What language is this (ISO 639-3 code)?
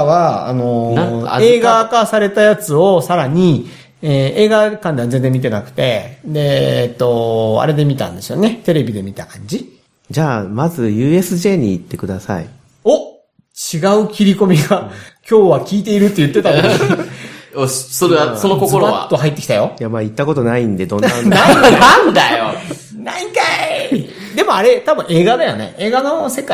jpn